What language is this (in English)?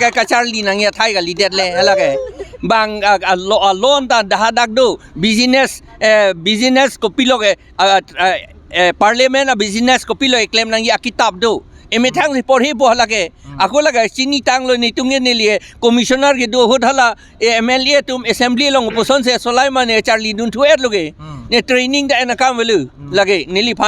Karbi